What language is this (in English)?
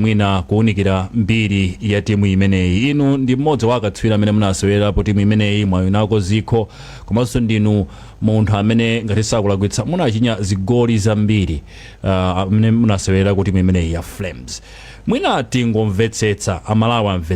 Nyanja